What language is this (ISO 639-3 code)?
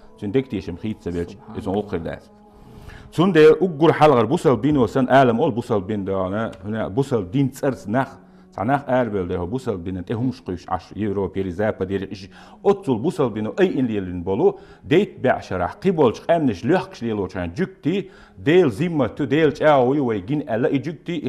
che